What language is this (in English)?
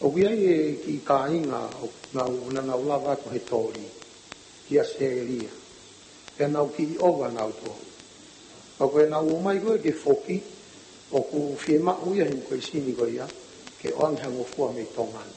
Tongan